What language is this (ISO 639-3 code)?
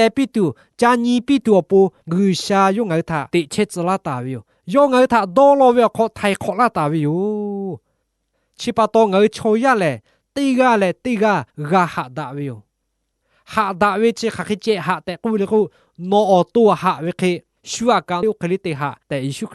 lhu